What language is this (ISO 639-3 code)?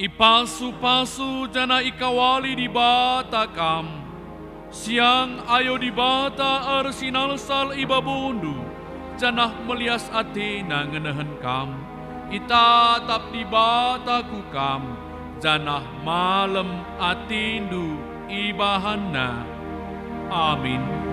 btx